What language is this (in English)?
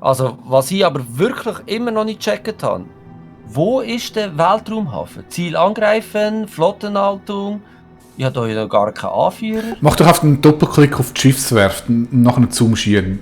Swiss German